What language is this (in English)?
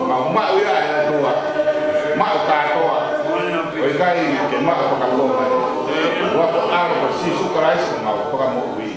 Tongan